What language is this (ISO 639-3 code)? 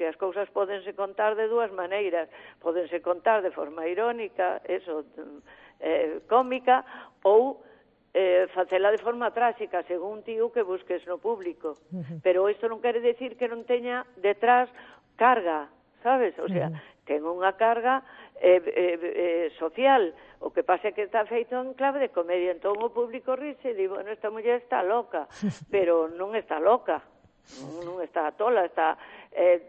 glg